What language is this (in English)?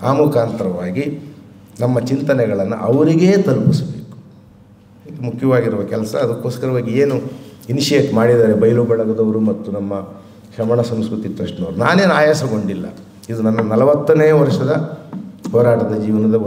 Kannada